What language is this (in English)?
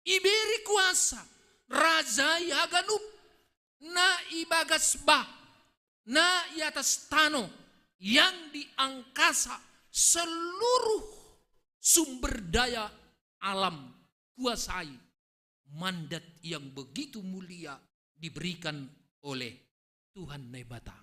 Batak Simalungun